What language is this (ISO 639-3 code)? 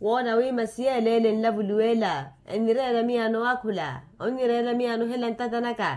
vmw